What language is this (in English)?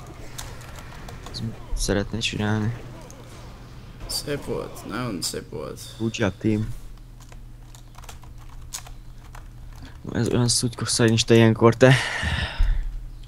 Hungarian